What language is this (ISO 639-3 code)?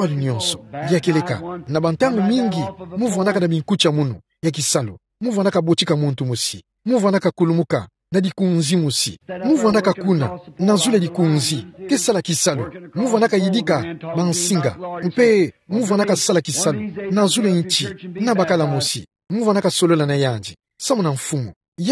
ktu